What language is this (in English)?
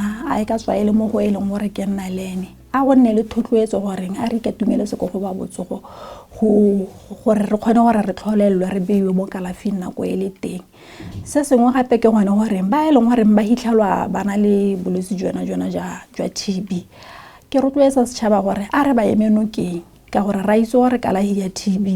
Tswana